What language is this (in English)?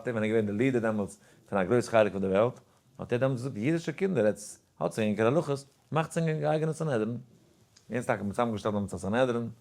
Yiddish